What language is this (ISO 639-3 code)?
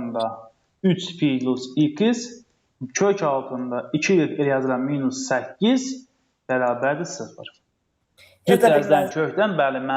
aze